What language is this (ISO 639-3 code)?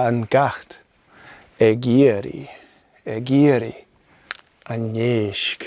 gla